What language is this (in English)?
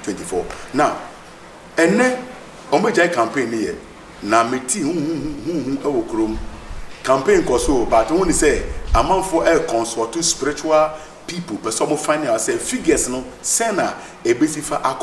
Akan